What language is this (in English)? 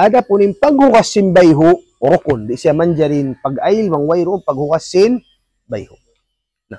Tausug